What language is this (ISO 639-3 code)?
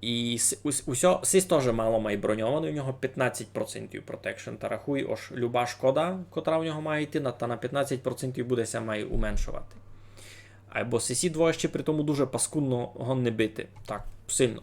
rue